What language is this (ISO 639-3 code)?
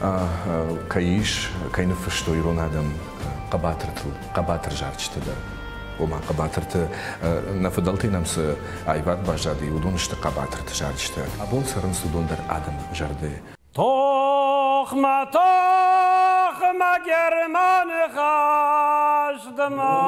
oss